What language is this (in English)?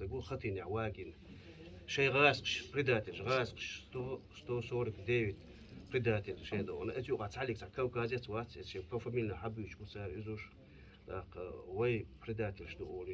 Chechen